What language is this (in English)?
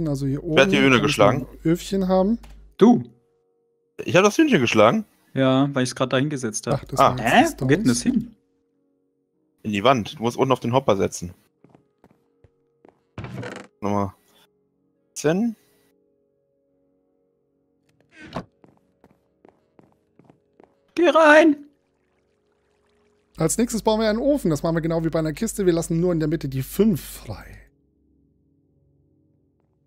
German